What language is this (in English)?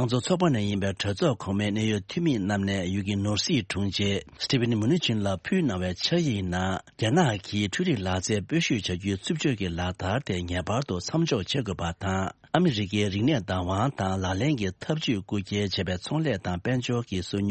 Tibetan